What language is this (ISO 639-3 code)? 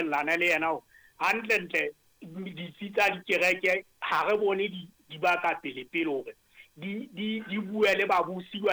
sot